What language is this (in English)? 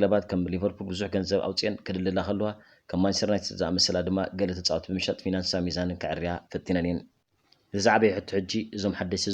Tigrinya